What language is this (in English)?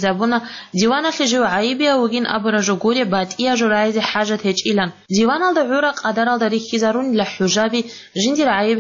Avaric